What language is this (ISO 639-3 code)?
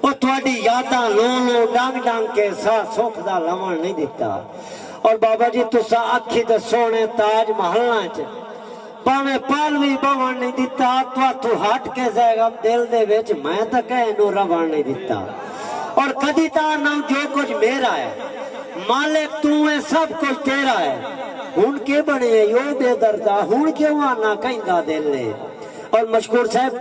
skr